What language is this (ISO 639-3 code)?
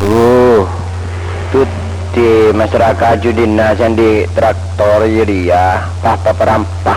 mad